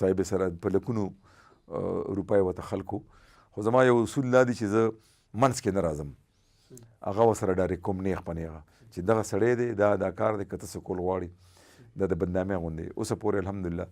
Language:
Pashto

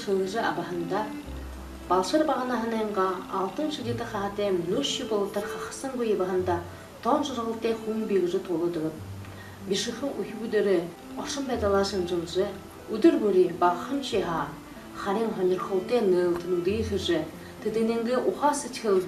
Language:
Buriat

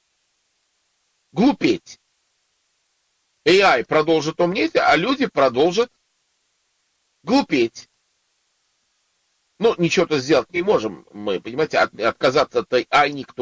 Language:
Russian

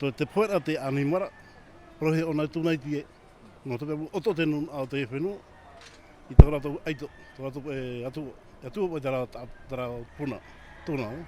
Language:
Tahitian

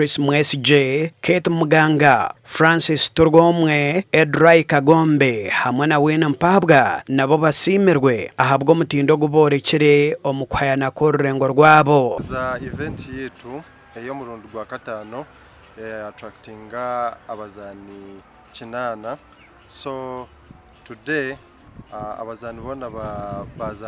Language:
Nyankole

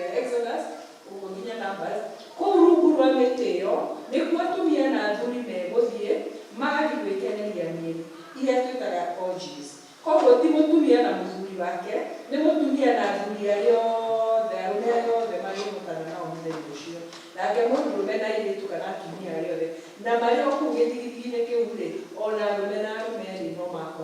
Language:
Kikuyu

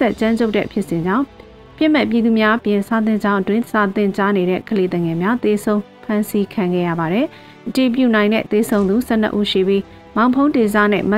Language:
Burmese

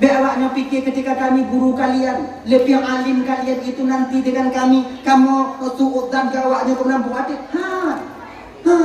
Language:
Achinese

